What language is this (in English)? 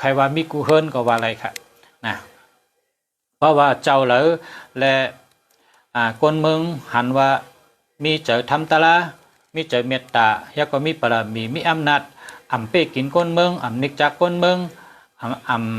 Shan